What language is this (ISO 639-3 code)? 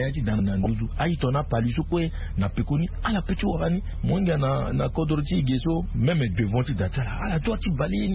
sag